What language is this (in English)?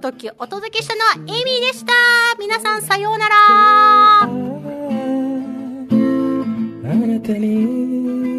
Japanese